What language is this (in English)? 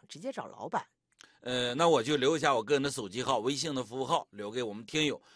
Chinese